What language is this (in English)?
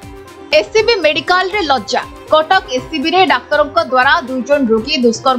Odia